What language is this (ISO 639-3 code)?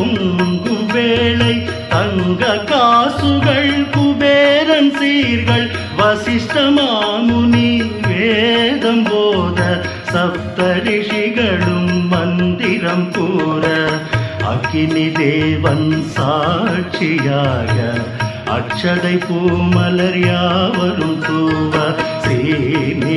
tam